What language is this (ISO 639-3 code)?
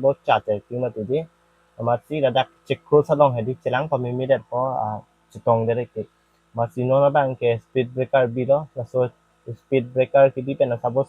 mjw